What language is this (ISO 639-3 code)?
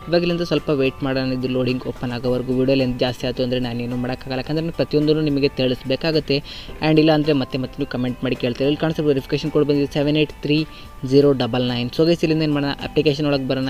kan